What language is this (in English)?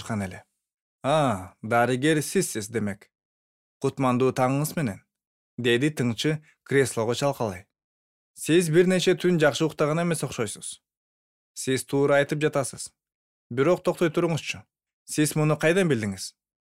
Kyrgyz